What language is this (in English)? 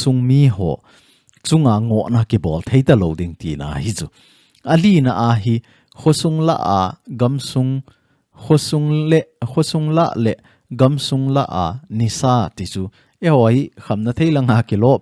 Thado Chin